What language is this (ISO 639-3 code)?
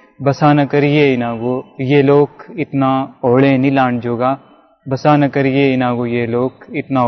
gju